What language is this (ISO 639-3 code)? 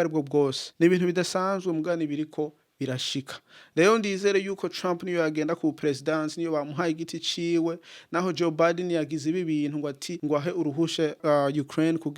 run